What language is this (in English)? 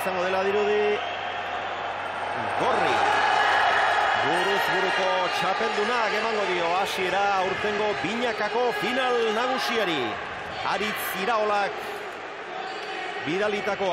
Basque